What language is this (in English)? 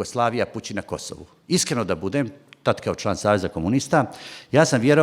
Bosnian